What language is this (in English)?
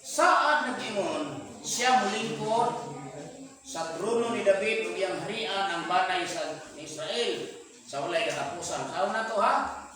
Cebuano